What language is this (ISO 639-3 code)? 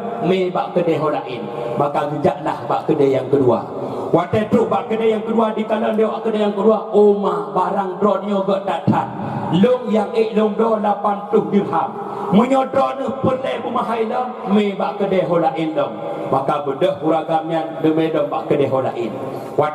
ace